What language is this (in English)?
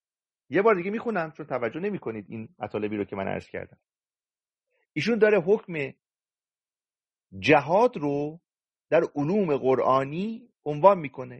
Persian